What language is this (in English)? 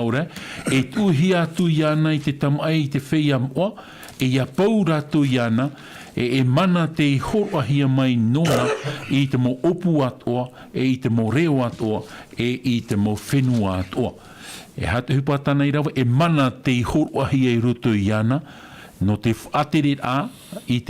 Tahitian